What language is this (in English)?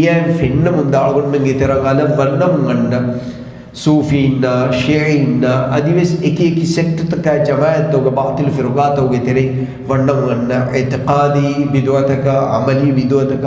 Divehi